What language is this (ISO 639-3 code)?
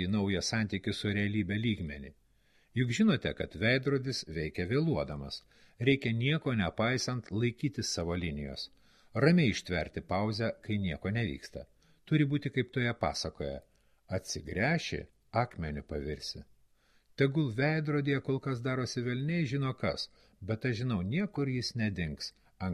lit